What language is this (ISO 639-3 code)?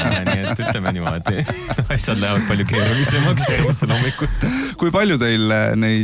est